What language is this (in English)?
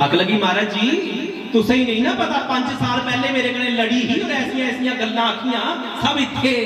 Dogri